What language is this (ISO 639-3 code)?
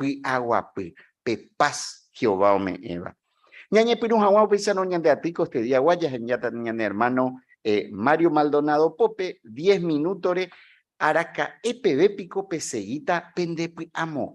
grn